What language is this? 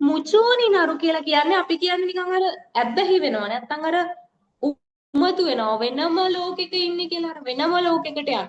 Sinhala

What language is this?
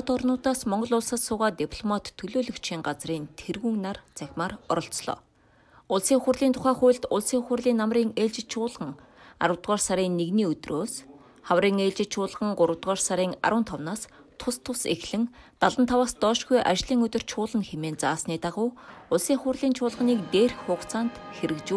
Mongolian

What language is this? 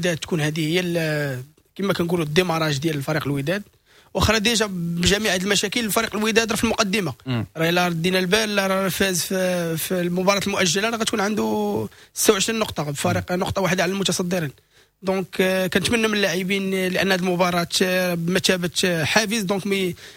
Moroccan Arabic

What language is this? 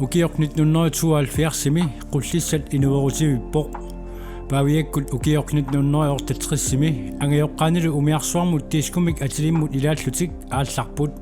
Kalaallisut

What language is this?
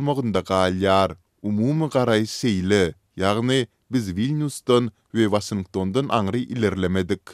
Turkmen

